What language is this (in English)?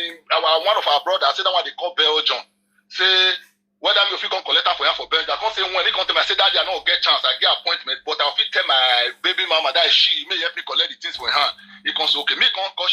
Nigerian Pidgin